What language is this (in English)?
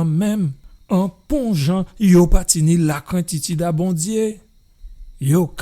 Guadeloupean Creole French